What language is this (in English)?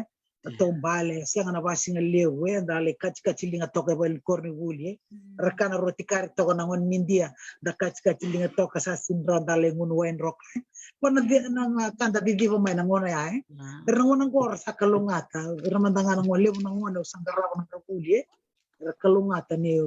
Fijian